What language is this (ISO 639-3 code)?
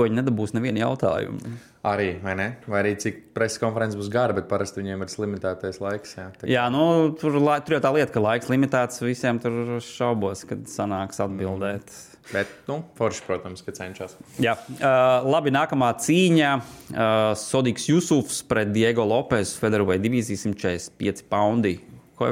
lav